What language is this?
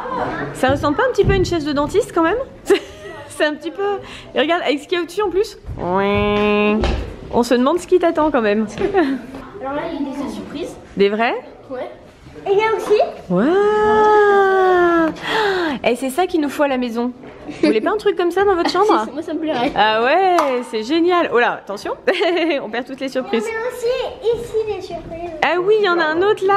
French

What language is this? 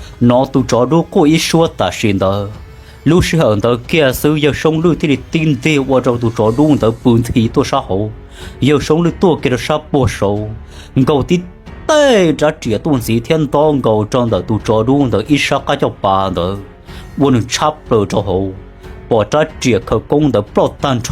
Hmong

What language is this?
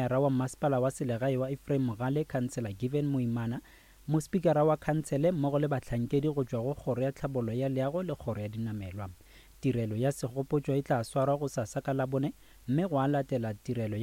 Northern Sotho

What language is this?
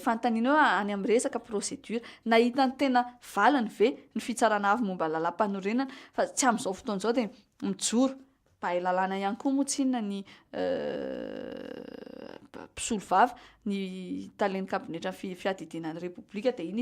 Malagasy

